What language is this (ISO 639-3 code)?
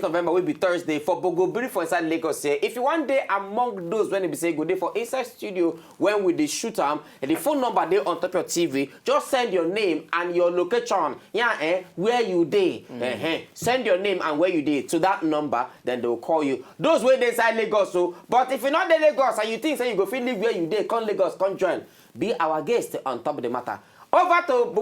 pcm